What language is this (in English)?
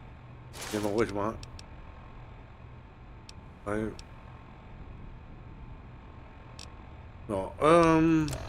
German